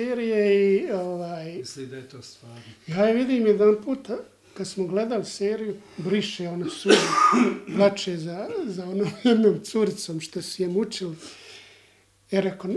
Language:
Bosnian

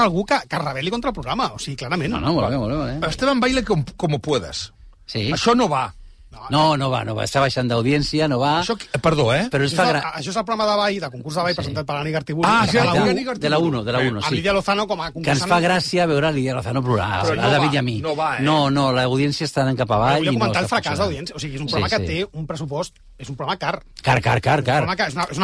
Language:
Catalan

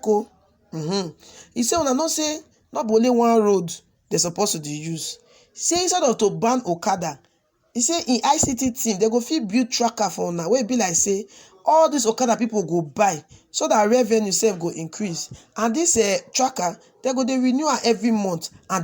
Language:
Nigerian Pidgin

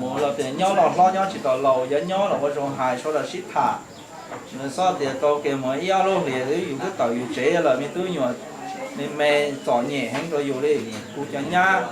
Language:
Hmong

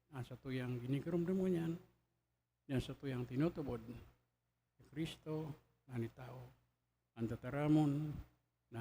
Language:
Bikol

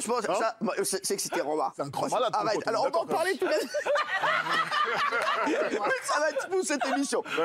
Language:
French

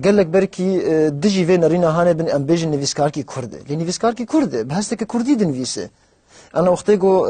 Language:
Kurdish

